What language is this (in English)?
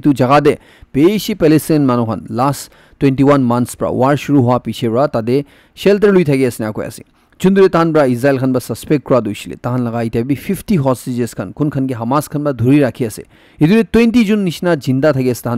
Naga Pidgin